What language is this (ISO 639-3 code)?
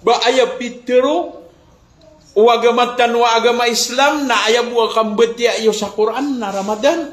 mrw